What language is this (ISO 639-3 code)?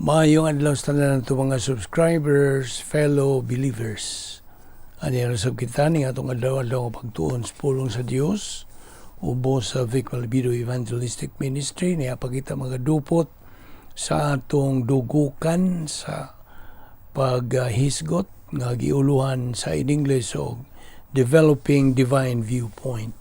ceb